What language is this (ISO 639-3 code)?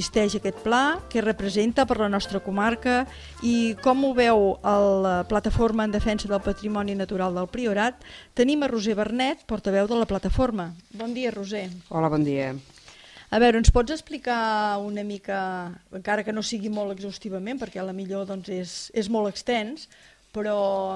cat